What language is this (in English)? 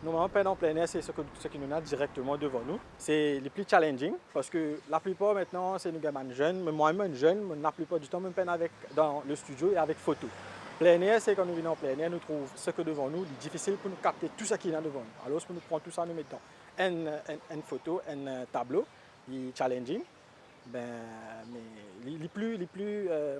Morisyen